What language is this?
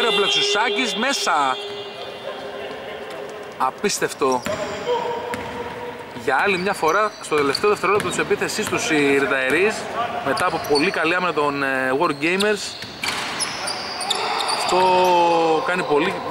Greek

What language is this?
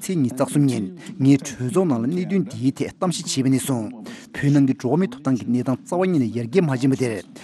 Tibetan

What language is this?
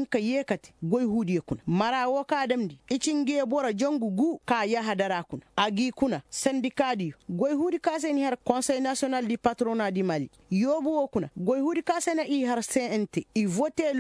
Koyraboro Senni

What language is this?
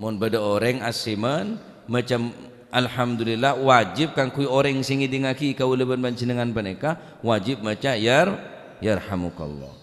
Madurese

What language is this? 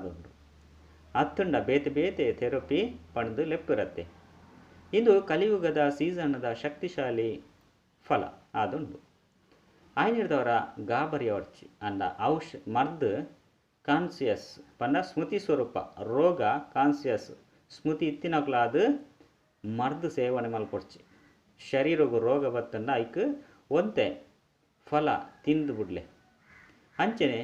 Tulu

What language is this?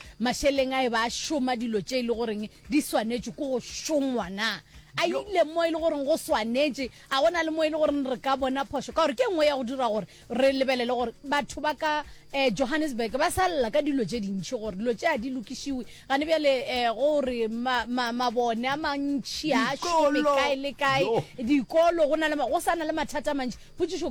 Northern Sotho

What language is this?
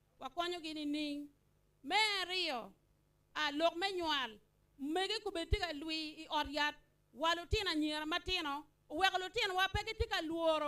Acoli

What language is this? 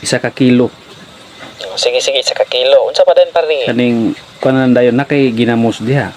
Cebuano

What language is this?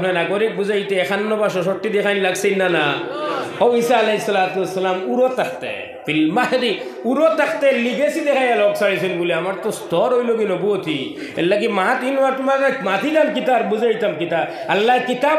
Sylheti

